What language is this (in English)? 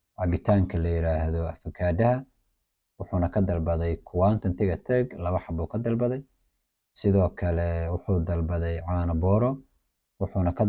Somali